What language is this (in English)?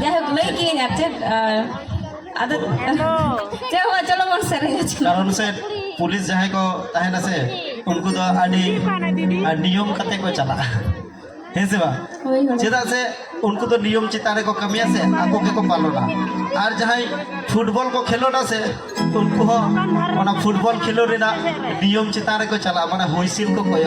Santali